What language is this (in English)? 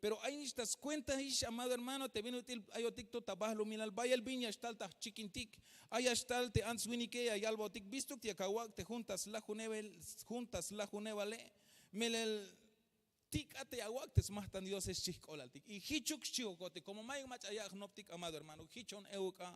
Tzeltal